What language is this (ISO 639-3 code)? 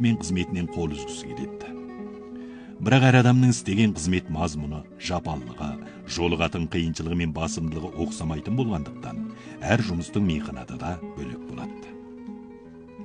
kaz